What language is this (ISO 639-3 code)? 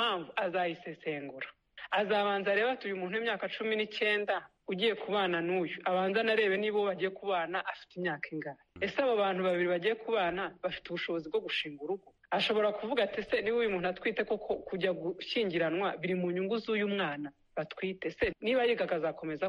kin